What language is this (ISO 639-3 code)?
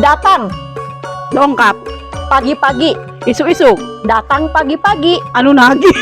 sun